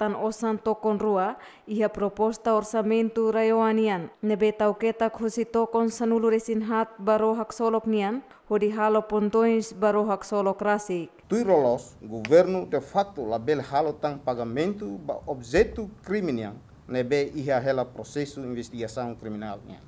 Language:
Tetum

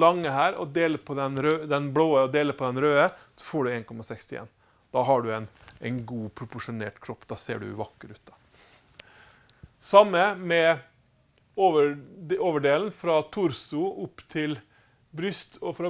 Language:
Norwegian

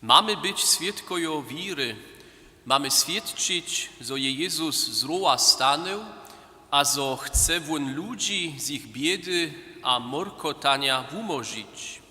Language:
Upper Sorbian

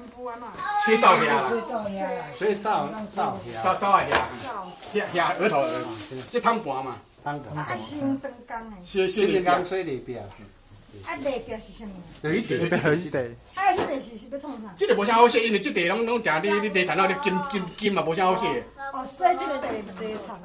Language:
Min Nan Chinese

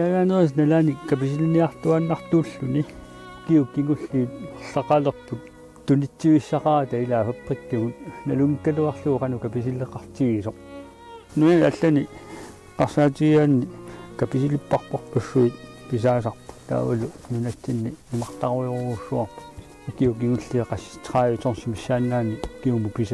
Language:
Kalaallisut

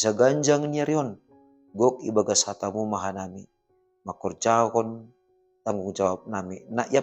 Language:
Batak Simalungun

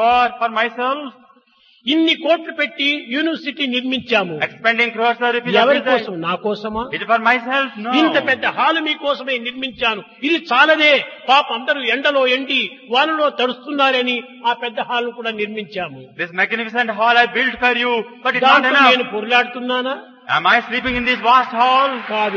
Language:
Telugu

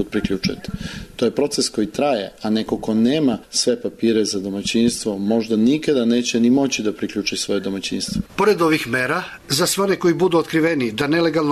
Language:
Serbian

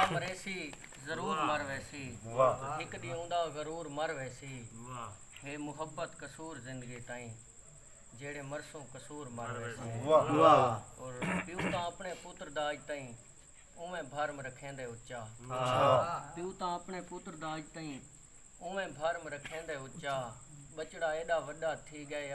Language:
Saraiki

